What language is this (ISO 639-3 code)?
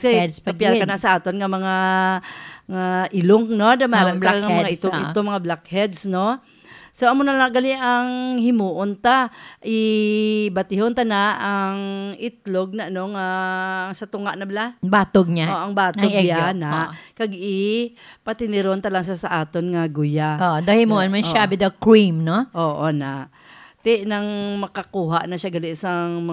hil